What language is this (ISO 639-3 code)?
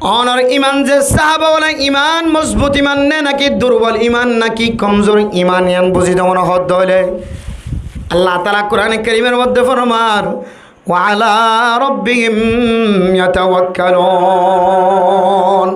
rhg